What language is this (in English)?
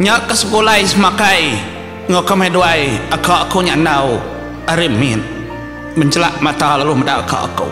Iban